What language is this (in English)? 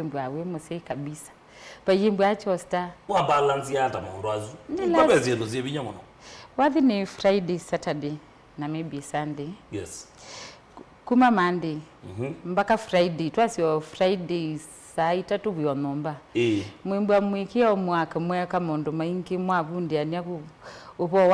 Kamba